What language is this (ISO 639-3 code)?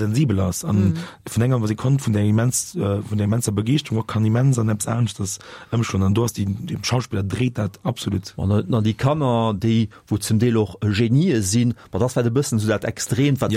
ltz